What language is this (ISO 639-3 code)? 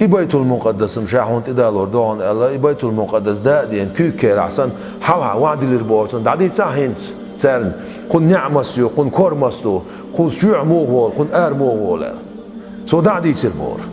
che